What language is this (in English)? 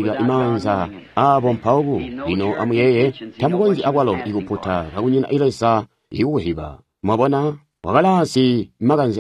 Tonga (Zambia)